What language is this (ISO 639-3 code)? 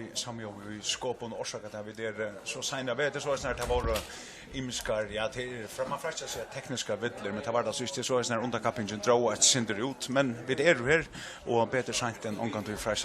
fao